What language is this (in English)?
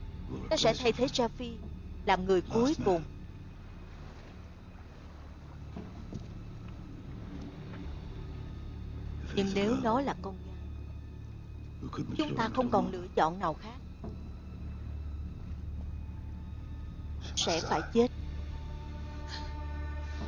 Vietnamese